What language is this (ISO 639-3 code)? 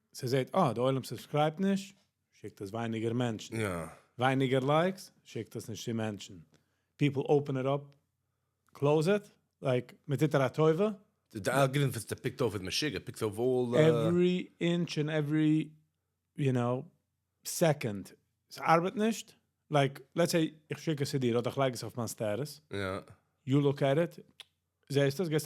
yid